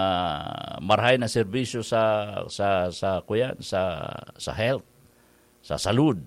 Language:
Bikol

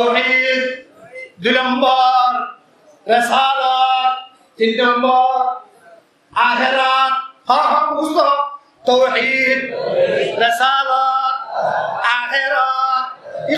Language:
Rohingya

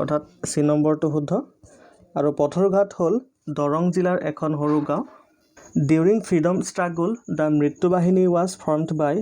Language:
Assamese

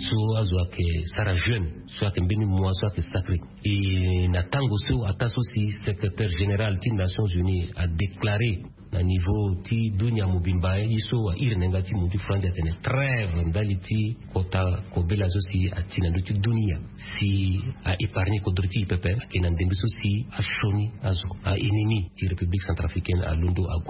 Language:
Sango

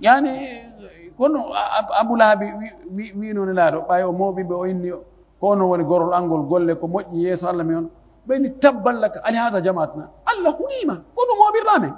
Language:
Pular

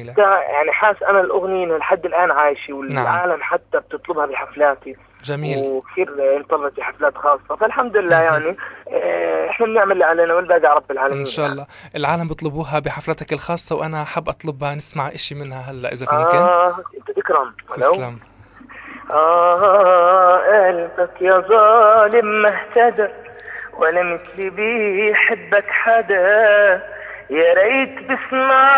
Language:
South Levantine Arabic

